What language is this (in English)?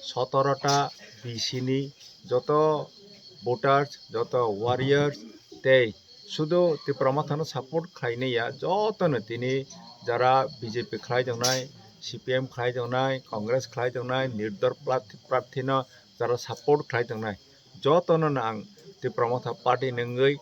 Kok Borok